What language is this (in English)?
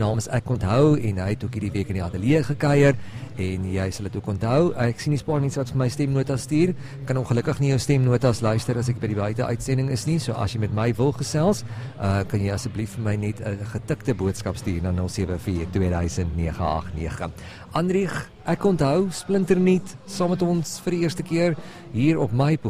Afrikaans